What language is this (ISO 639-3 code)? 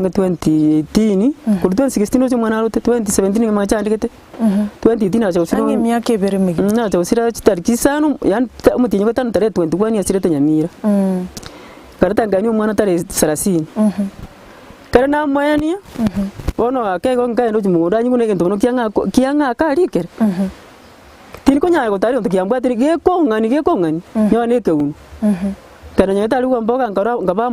guz